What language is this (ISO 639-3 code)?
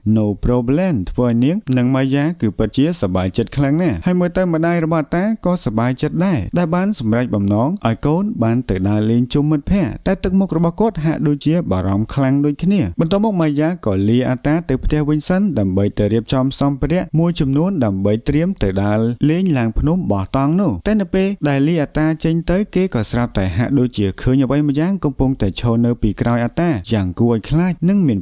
khm